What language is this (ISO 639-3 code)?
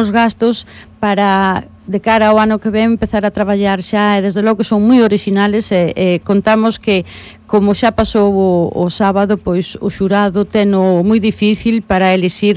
glg